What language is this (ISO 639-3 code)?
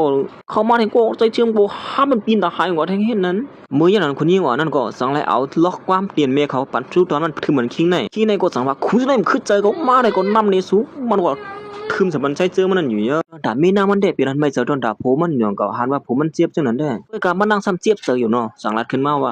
shn